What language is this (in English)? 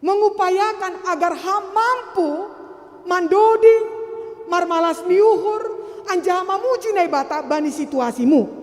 Batak Simalungun